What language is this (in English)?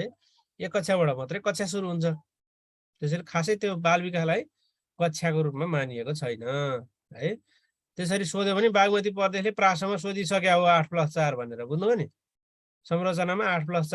Nepali